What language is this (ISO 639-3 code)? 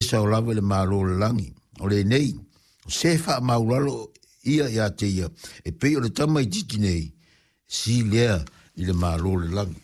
smo